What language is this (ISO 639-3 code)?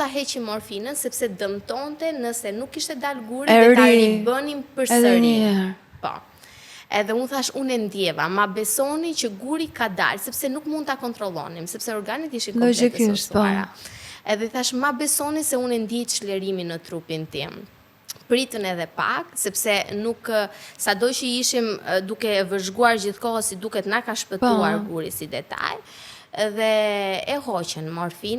sqi